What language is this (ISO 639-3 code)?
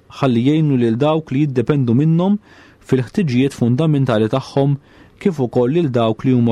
mlt